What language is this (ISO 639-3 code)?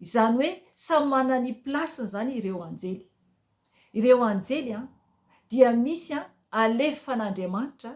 mlg